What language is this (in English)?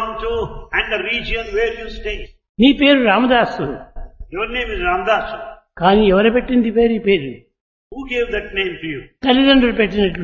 Telugu